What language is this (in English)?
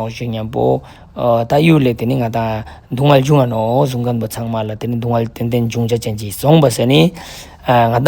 Ladakhi